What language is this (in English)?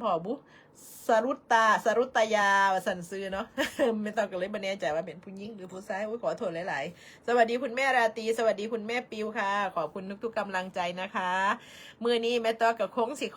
Northeastern Thai